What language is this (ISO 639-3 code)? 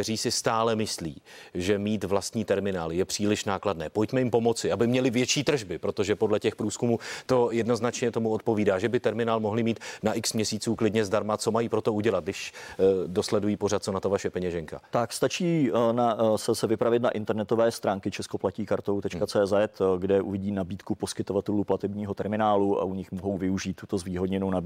ces